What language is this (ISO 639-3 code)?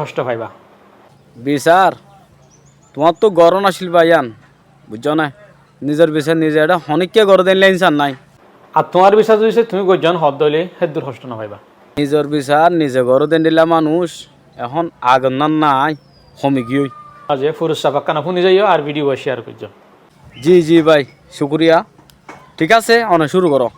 rhg